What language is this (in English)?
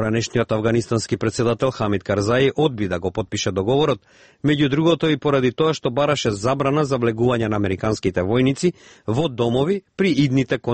Macedonian